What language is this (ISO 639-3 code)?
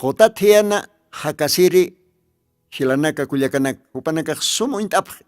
aym